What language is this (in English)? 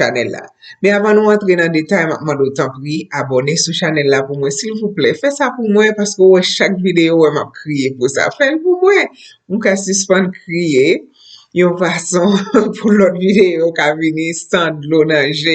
Haitian Creole